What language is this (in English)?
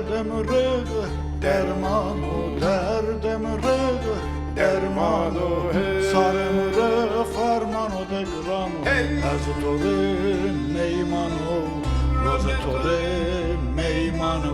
Zaza